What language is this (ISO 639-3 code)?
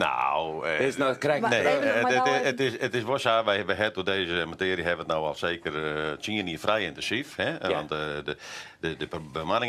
fry